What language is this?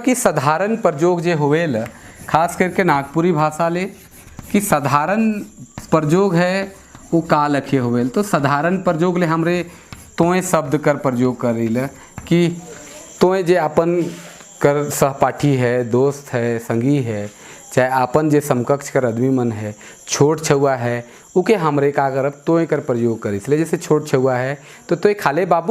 Sadri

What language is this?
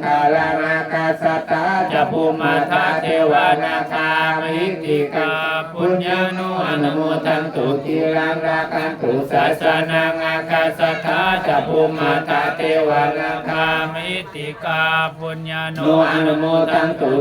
Pali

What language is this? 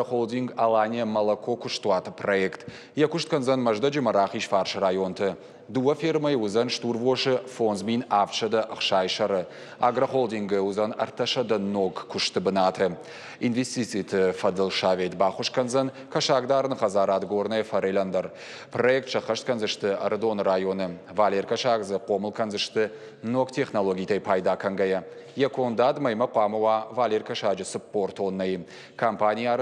Ossetic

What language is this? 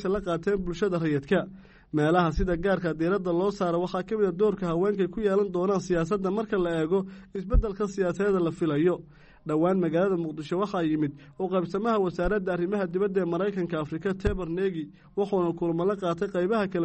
Somali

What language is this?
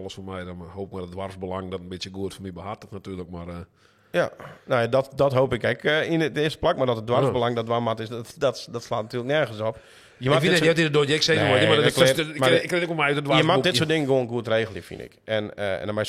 Western Frisian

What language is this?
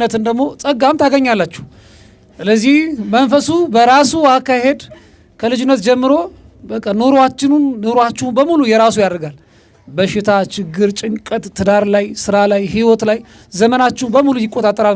Amharic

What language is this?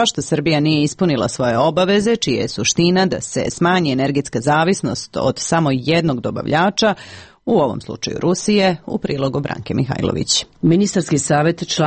Serbian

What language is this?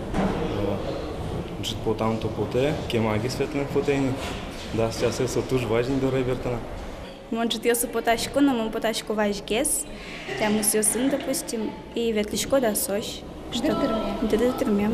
Udmurt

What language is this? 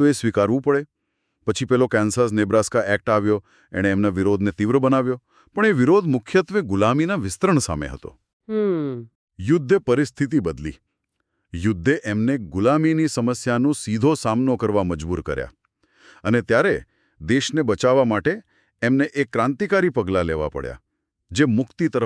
Gujarati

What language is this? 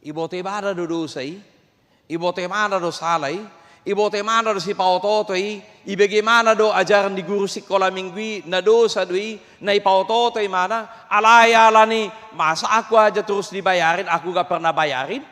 Batak Toba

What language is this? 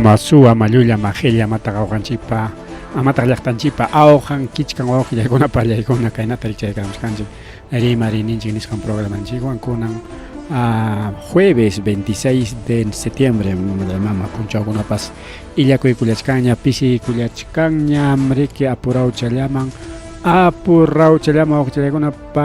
Ayacucho Quechua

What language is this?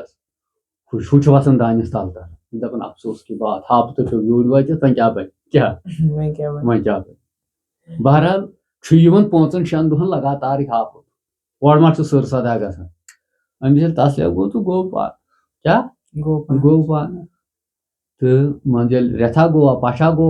Kashmiri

